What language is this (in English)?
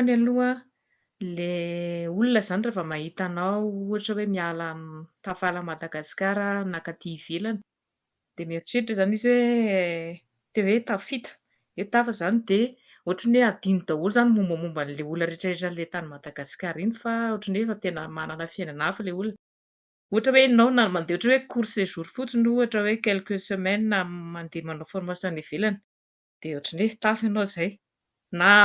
Malagasy